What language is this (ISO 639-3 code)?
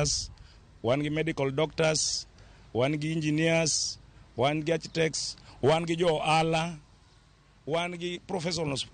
luo